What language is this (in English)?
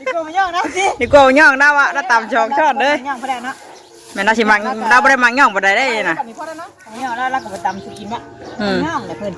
Northeastern Thai